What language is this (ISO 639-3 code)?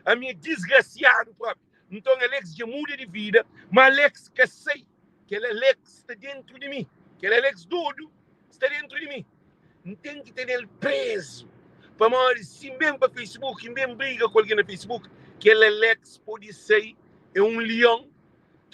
kea